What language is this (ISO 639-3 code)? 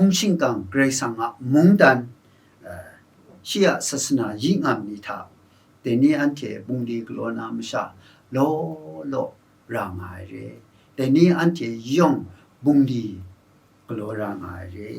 kac